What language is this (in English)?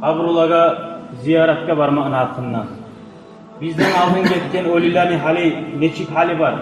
Kumyk